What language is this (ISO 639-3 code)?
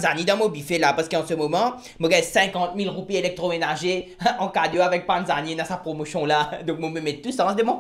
mfe